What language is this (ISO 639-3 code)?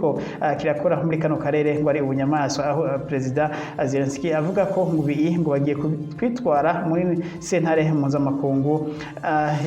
run